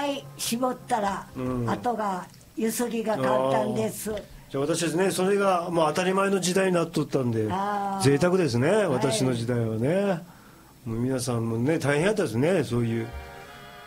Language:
Japanese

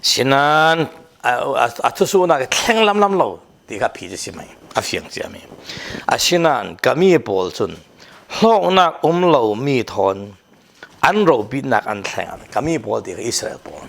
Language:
Falam Chin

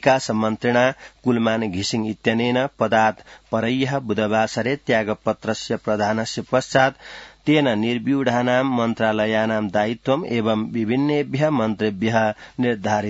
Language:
Sanskrit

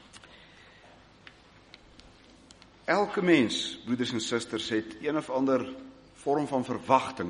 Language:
Afrikaans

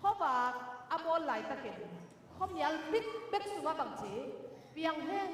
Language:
Tedim Chin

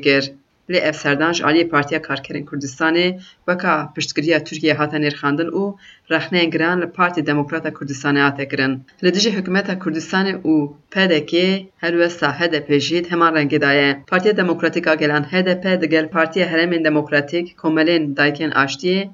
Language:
Kurdish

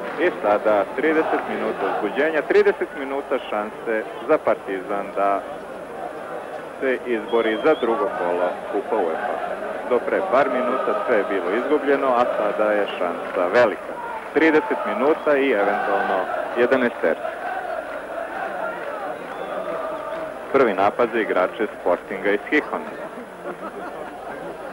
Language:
Serbian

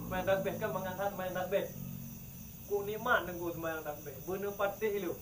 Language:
Achinese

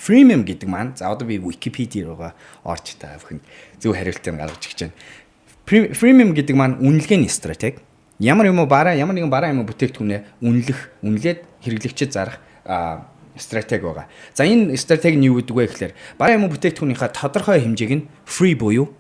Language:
Mongolian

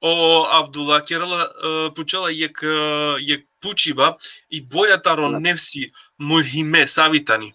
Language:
Balkan Romani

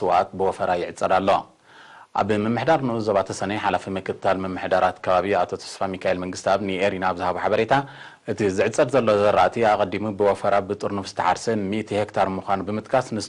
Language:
Tigrinya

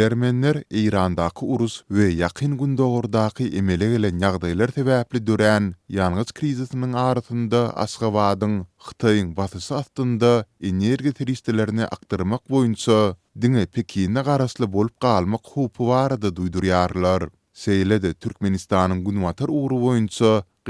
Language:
Turkmen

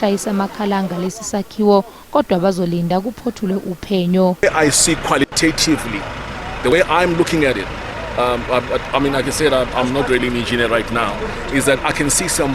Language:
Zulu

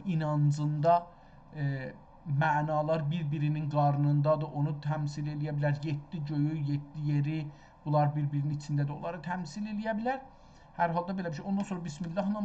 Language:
South Azerbaijani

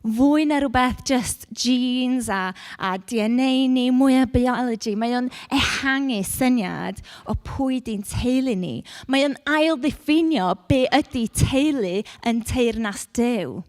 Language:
Welsh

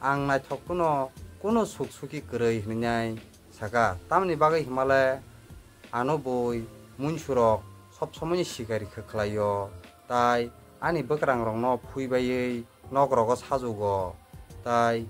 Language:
Kok Borok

